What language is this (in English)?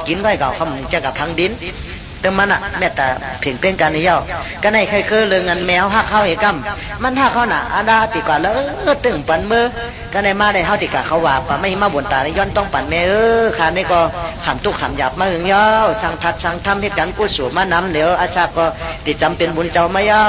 Shan